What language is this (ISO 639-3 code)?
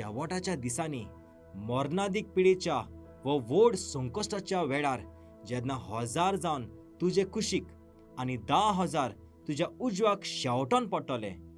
kok